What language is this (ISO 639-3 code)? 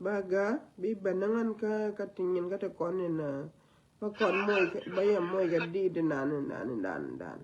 nus